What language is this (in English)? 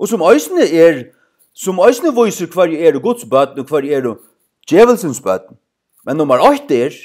Faroese